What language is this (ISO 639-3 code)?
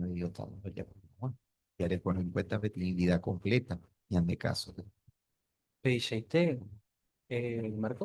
grn